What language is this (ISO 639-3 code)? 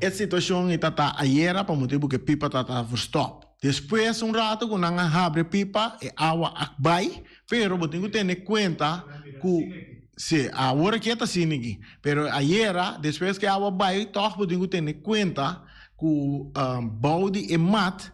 pap